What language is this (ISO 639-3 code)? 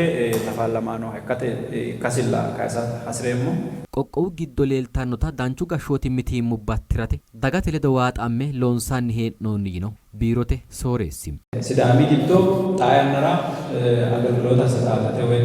sid